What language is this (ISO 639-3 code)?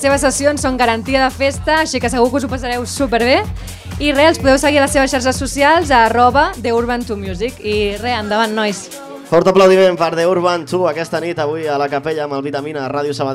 cat